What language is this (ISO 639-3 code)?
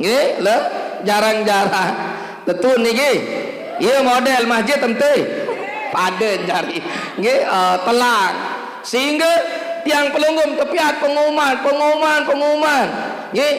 sas